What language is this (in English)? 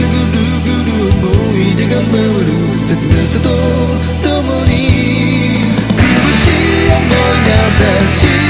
Japanese